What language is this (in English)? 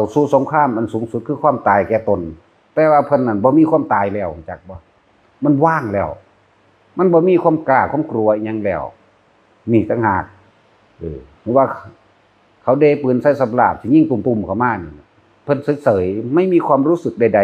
Northeastern Thai